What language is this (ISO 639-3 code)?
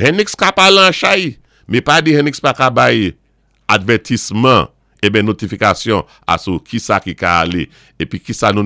acf